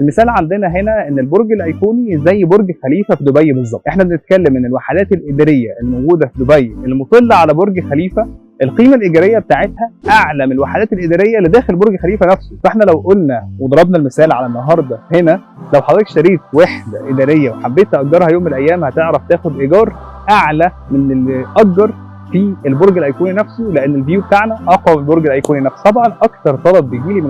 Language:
Egyptian Arabic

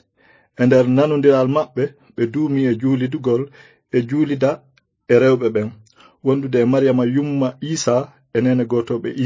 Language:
Fula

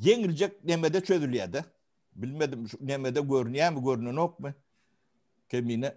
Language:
Turkmen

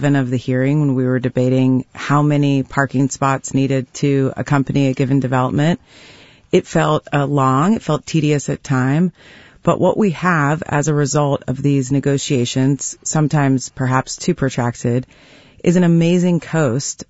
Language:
English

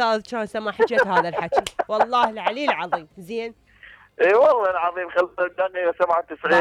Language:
Mesopotamian Arabic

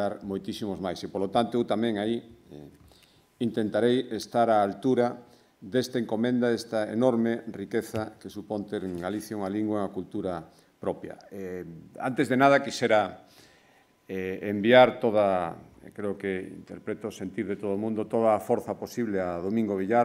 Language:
Galician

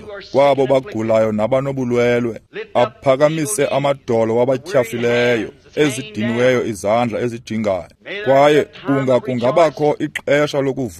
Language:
Xhosa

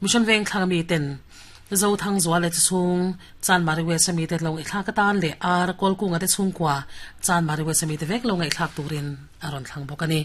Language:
Mizo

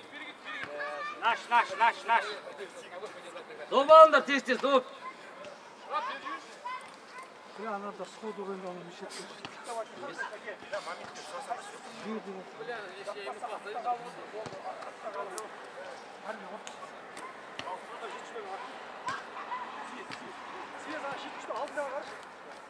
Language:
Kazakh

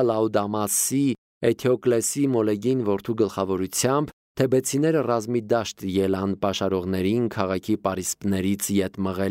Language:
Armenian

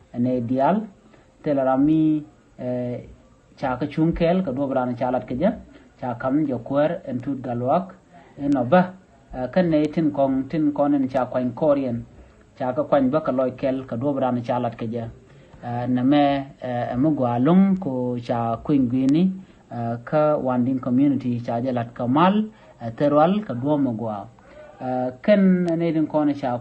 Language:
Nuer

